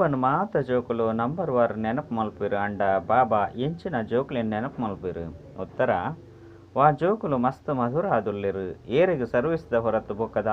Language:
Tulu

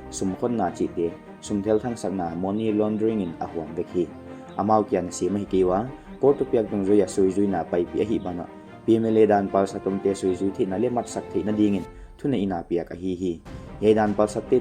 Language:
Paite Chin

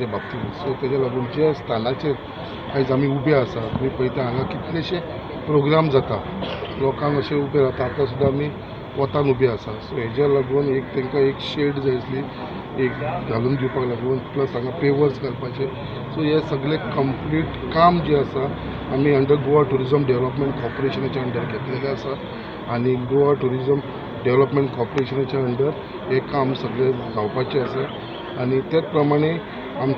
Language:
Konkani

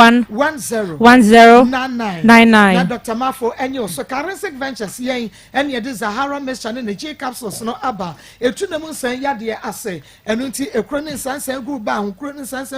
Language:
Akan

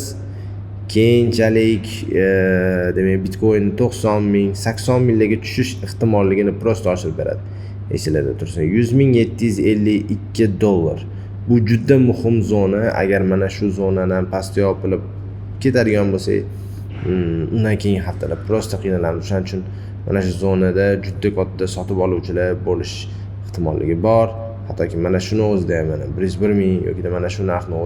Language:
Uzbek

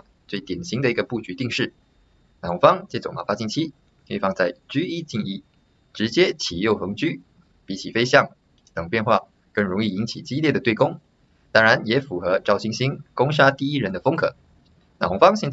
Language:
Chinese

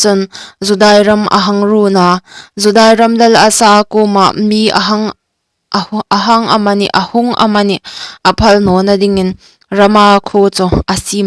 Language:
Hmar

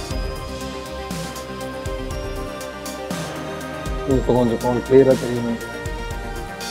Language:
Tamil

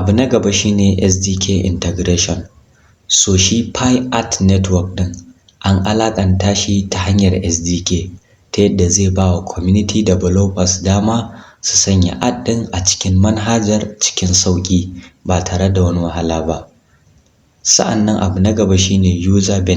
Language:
Hausa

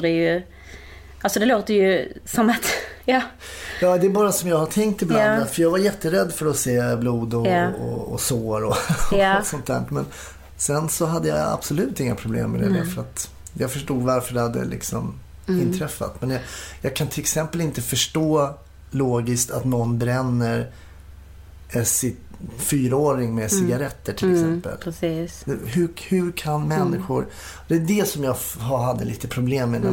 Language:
Swedish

